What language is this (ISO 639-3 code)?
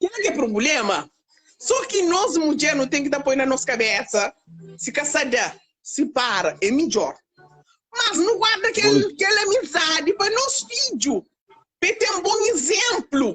kea